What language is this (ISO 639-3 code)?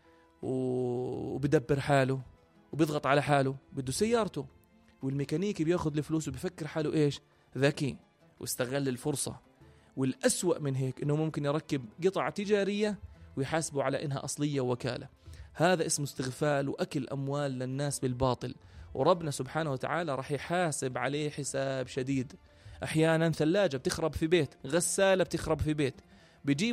apc